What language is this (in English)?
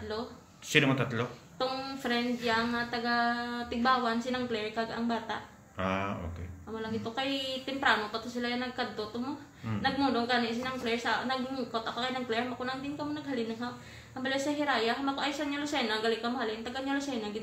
Hiligaynon